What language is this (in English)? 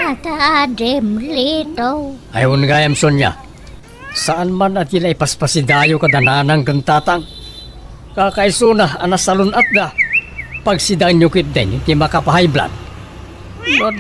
Iloko